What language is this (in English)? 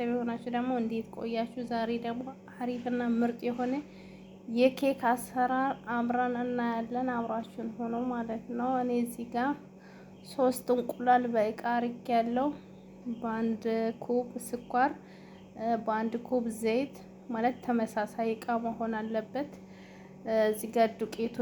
Amharic